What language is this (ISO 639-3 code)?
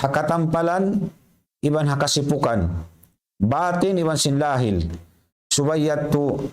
tsg